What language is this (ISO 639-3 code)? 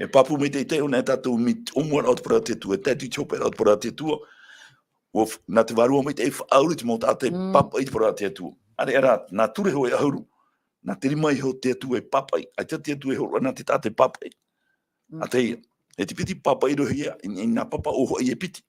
tah